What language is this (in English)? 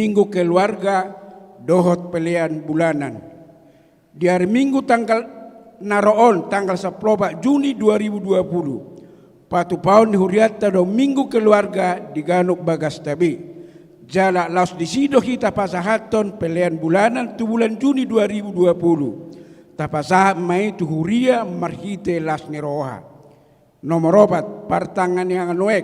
Batak Toba